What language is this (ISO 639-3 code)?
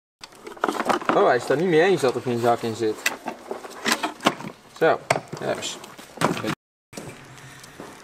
nld